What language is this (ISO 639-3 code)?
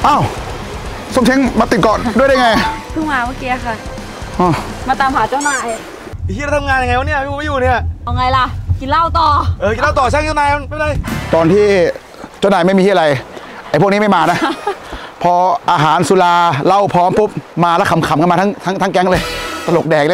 tha